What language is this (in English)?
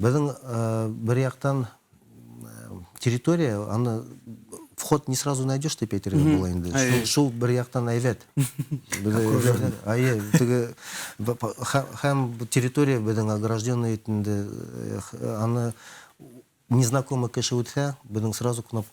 Bashkir